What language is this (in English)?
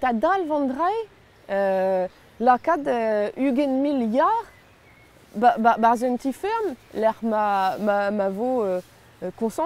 Breton